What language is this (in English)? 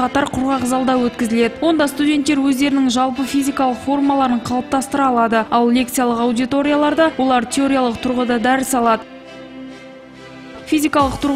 Kazakh